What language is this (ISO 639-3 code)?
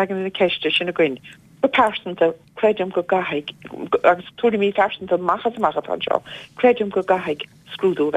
gle